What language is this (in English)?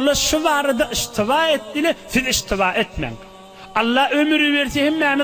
Turkmen